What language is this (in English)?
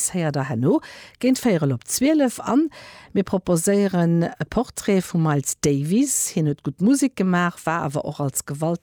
Luxembourgish